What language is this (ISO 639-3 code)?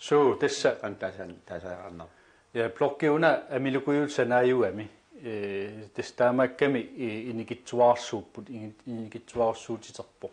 kal